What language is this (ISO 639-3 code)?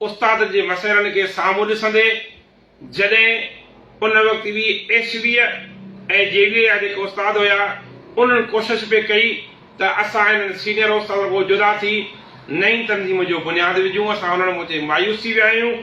snd